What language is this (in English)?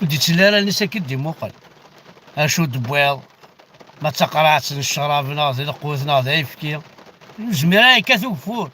Kabyle